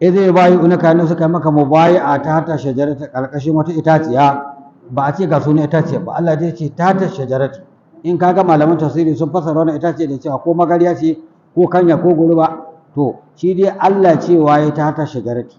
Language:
Hausa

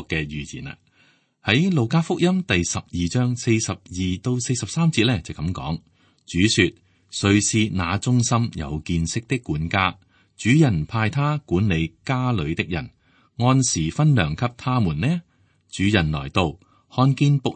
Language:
Cantonese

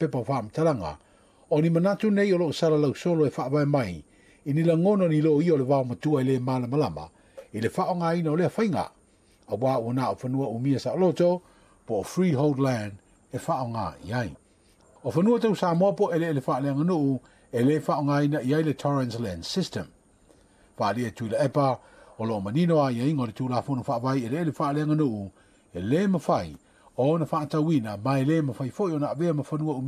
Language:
Samoan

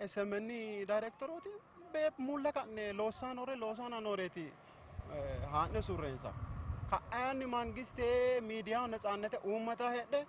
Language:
Sidamo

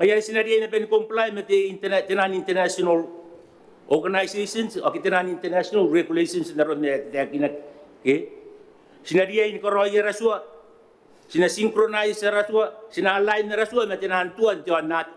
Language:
Gilbertese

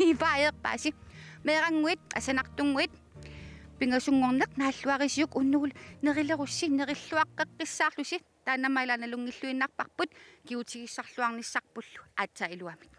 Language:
Kalaallisut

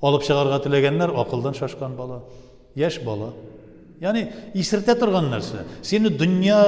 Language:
Tatar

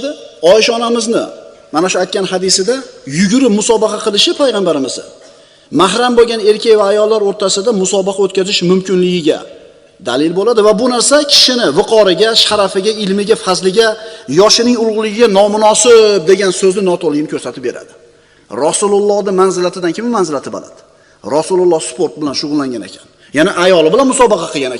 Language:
Uzbek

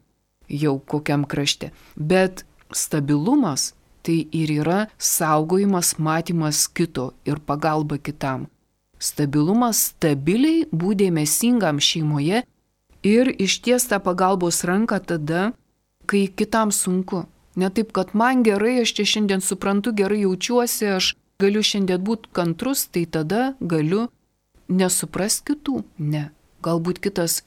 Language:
Lithuanian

